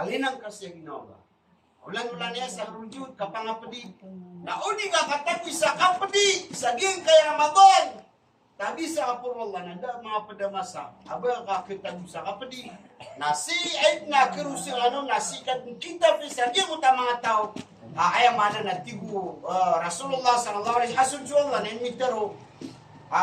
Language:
Maranao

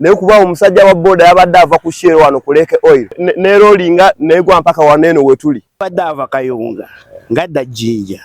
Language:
Ganda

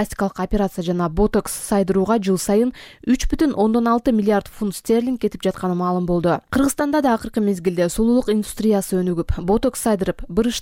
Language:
Kyrgyz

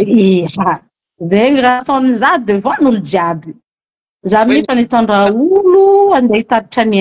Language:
Malagasy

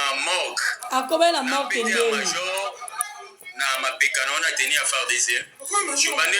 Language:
Lingala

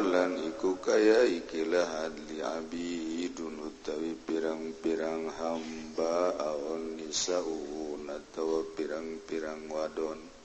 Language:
Sundanese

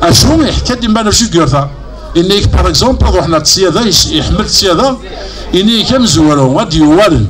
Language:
Kabyle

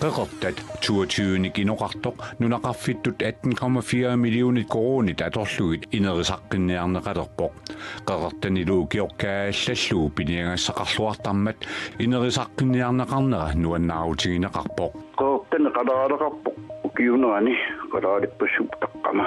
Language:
Kalaallisut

